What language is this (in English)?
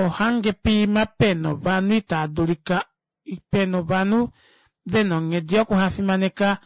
Kuanyama